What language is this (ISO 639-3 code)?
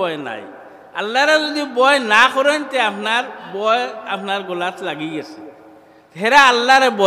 syl